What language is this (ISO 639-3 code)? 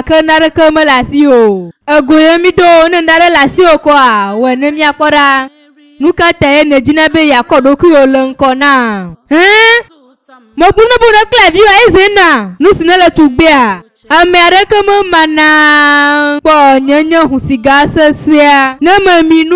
ewe